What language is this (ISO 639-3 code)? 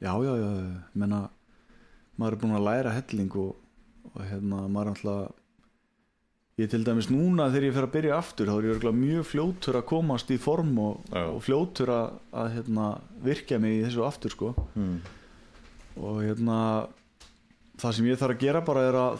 isl